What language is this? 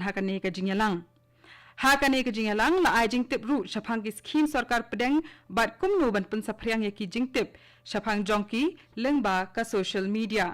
Khasi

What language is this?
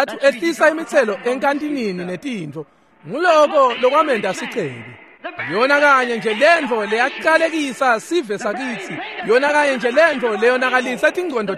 Swati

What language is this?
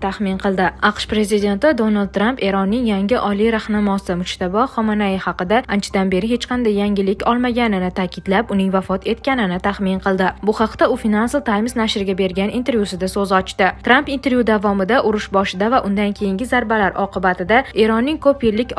Uzbek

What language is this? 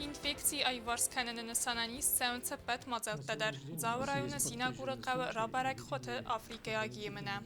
Ossetic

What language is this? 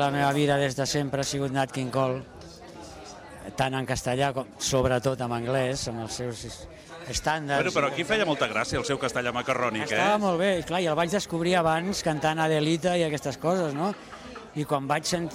Catalan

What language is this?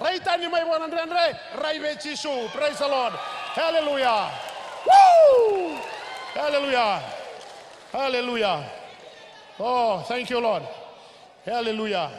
Fijian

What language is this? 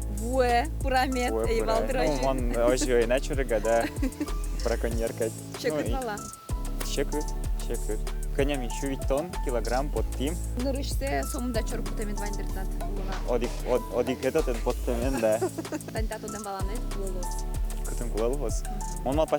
Udmurt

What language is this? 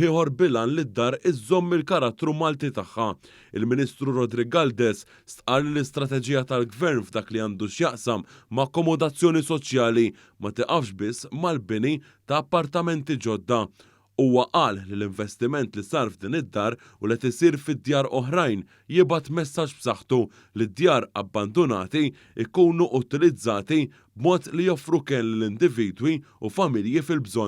Maltese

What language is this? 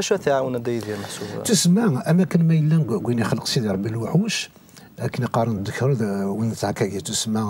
Kabyle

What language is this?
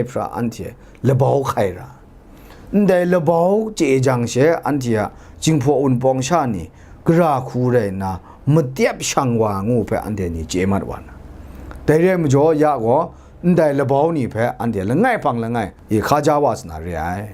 Kachin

